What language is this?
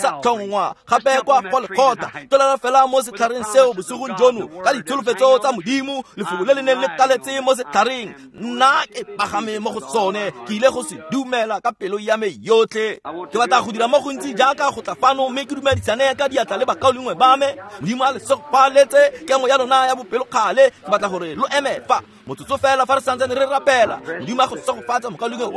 Tswana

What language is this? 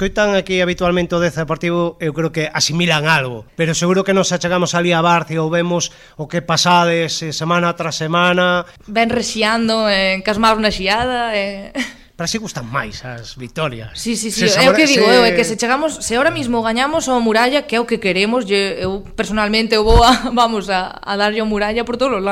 Galician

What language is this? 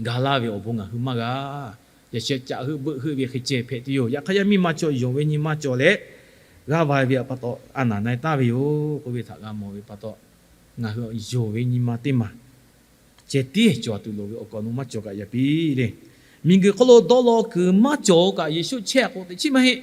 Lahu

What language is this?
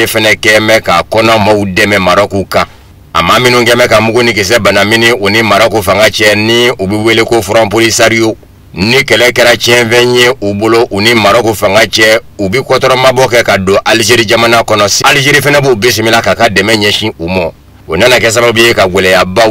Bambara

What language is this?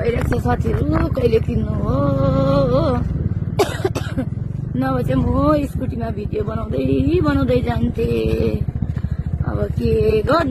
Nepali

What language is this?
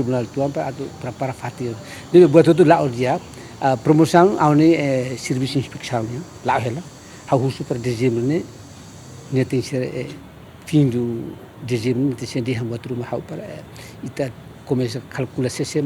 Tetum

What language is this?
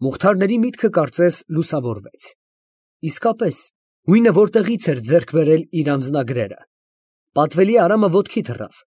Armenian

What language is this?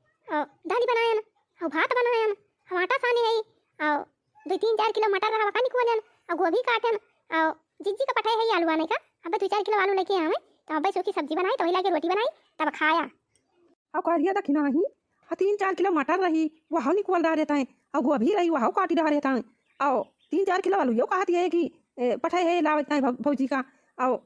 Awadhi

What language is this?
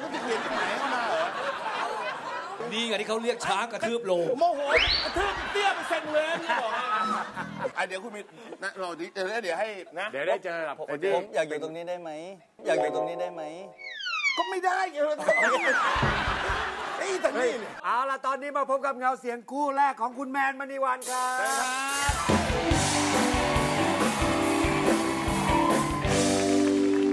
Thai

